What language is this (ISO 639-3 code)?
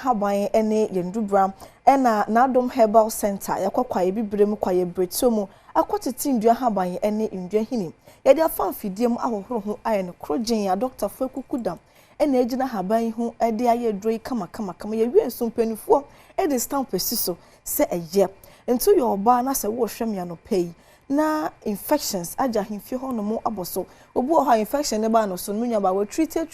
aka